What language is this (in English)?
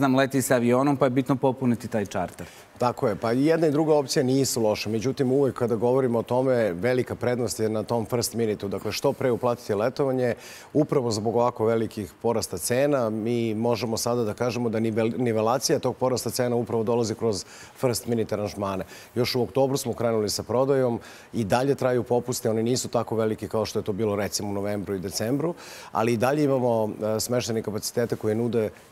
Serbian